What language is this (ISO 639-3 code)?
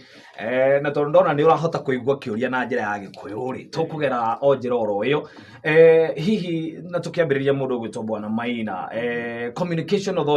kik